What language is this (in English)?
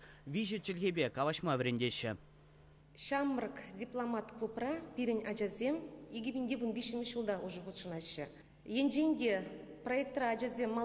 Chuvash